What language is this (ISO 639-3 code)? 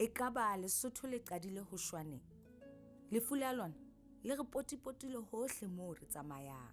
sot